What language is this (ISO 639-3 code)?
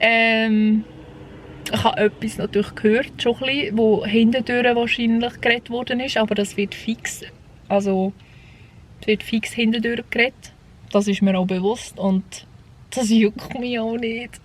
gsw